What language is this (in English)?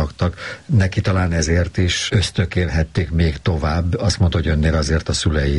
Hungarian